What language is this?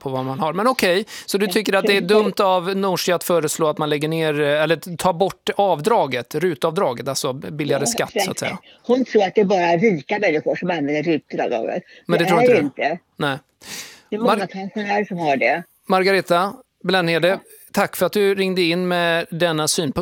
Swedish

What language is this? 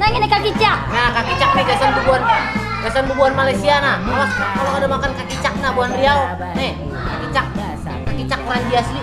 Banjar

